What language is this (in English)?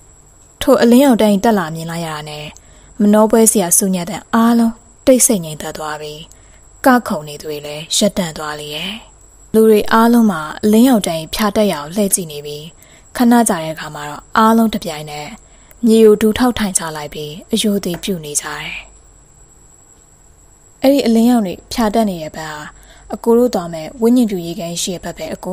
Burmese